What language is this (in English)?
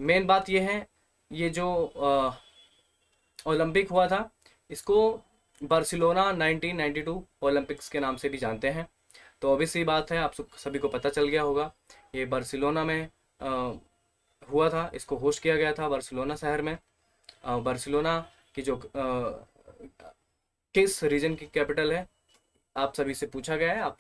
Hindi